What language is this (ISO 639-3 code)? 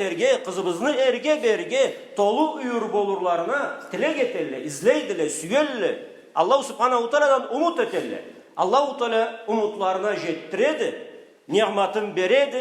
krc